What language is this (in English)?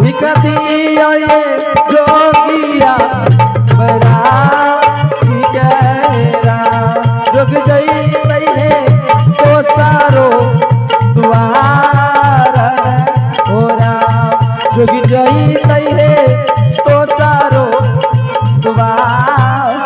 Angika